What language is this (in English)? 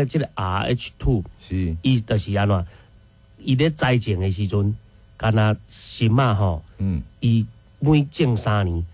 Min Nan Chinese